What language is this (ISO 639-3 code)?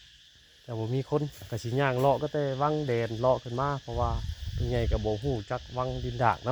tts